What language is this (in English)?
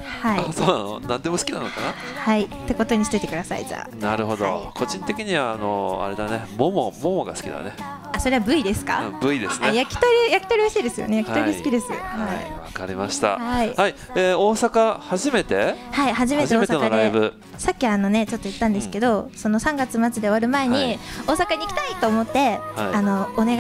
Japanese